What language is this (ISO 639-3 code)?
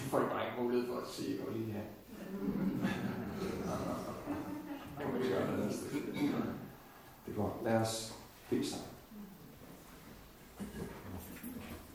dan